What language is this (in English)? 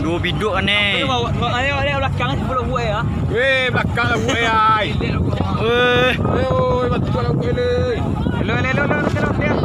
Minangkabau